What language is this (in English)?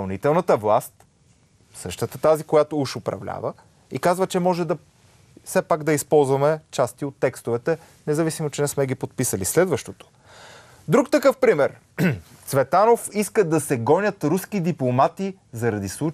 Bulgarian